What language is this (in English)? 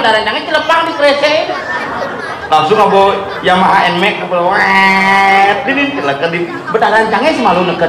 Balinese